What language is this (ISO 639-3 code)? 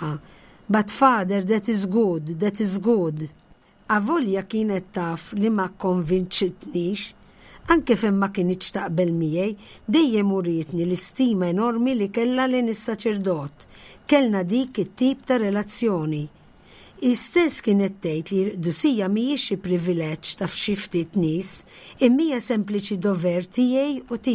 mlt